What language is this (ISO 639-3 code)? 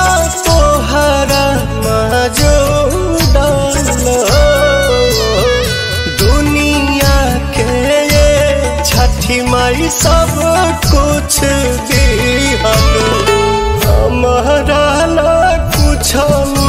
bho